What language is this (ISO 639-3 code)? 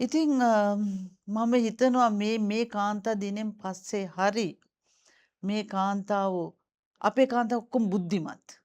sin